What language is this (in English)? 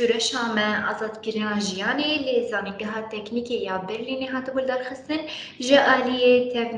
Kurdish